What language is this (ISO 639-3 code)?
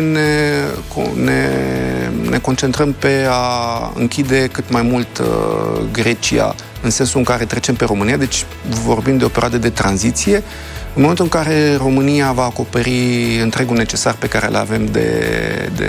ron